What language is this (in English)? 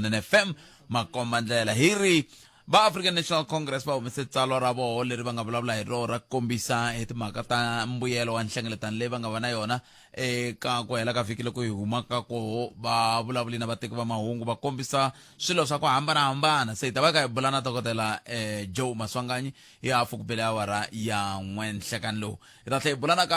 Tsonga